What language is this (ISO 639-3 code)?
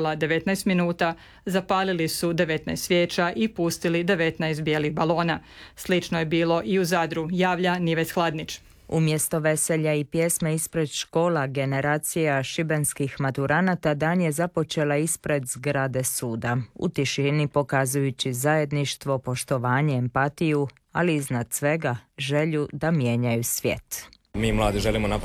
hrv